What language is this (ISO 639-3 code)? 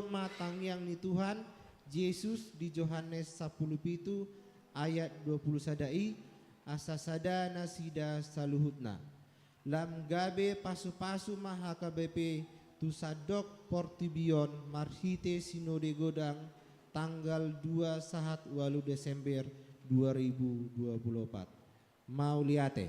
bbc